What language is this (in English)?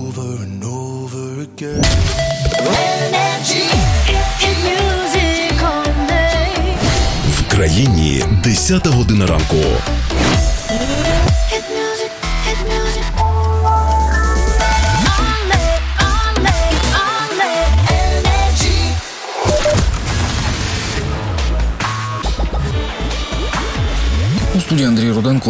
Ukrainian